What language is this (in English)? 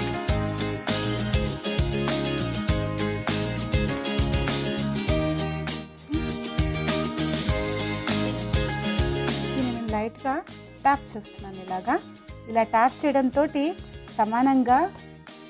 Telugu